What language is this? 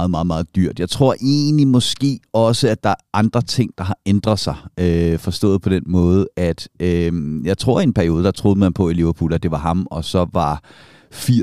Danish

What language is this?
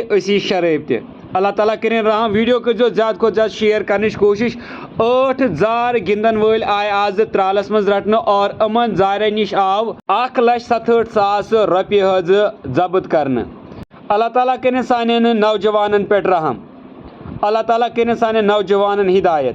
Kashmiri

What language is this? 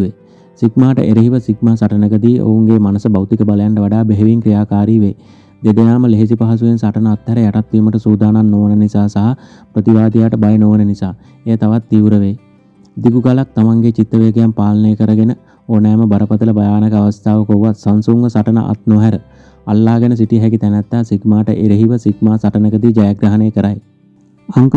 Sinhala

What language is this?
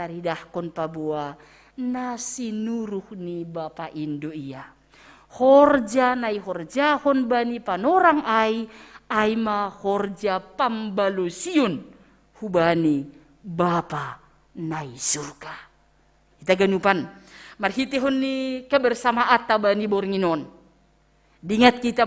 Batak Simalungun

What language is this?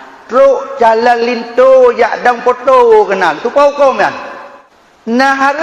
Achinese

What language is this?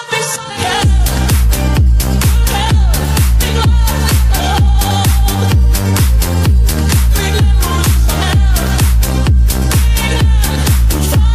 Hungarian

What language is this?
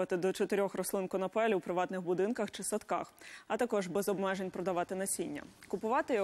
Ukrainian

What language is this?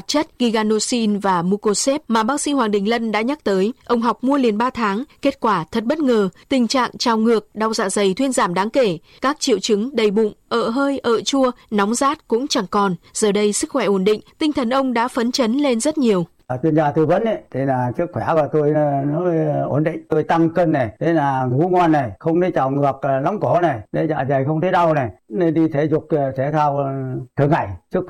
Vietnamese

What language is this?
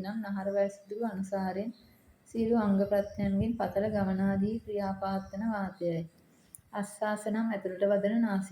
Sinhala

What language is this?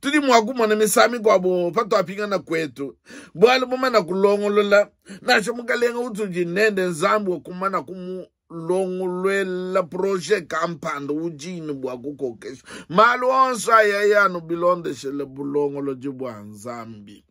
Luba-Lulua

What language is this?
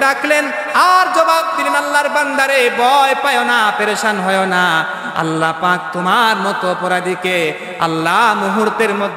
Sylheti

